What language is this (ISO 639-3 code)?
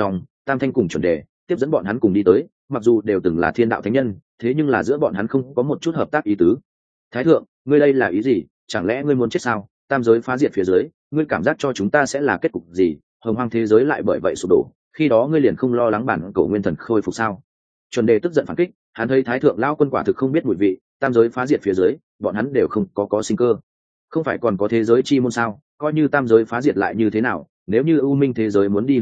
vie